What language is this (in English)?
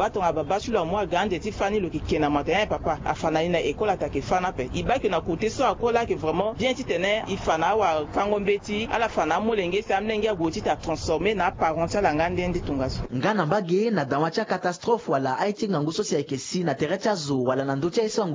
Sango